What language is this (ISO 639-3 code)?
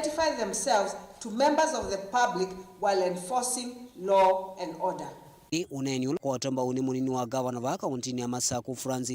kam